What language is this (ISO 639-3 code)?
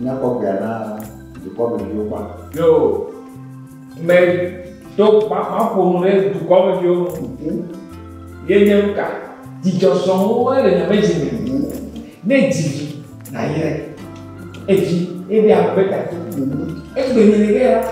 ewe